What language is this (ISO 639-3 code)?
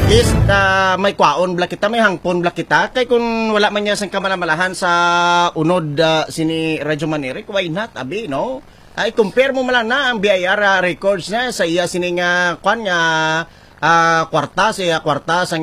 hil